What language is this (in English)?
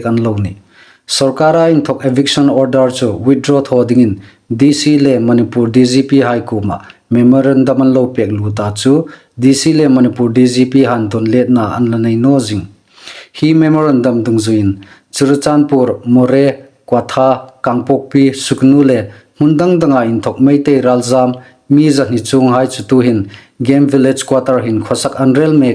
Hmar